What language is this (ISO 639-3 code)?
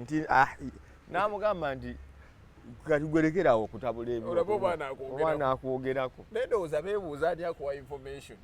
lug